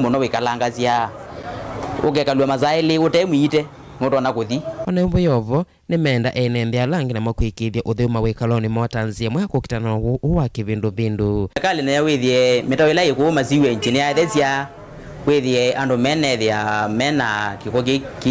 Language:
Kamba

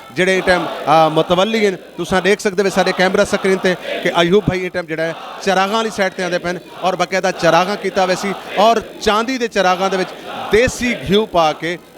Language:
Saraiki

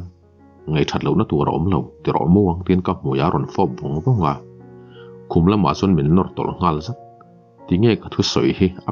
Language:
Mizo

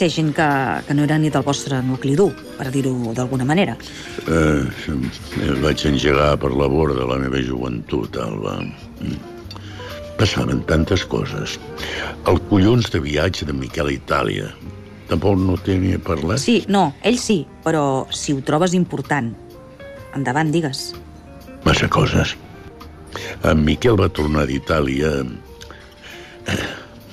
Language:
Catalan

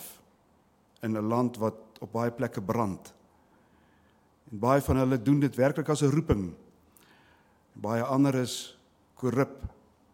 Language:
Afrikaans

